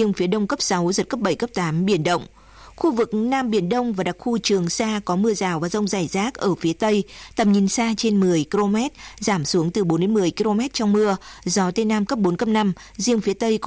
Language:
Vietnamese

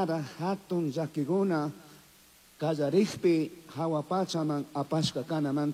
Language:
Chimborazo Highland Quichua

